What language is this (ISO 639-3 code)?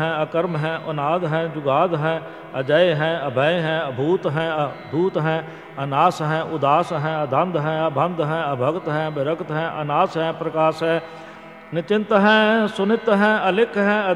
pan